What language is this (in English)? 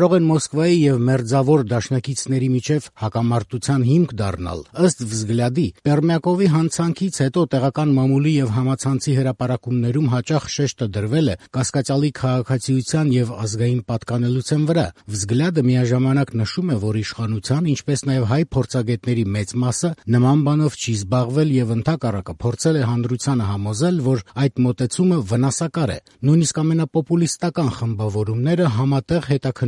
Armenian